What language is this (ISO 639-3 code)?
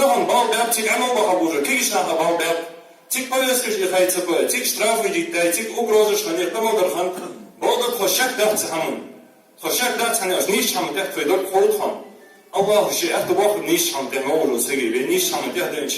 inh